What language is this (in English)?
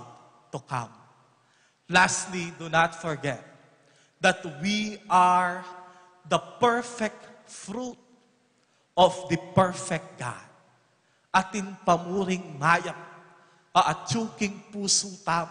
Pampanga